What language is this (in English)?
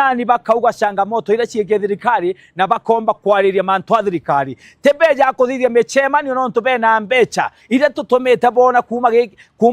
Meru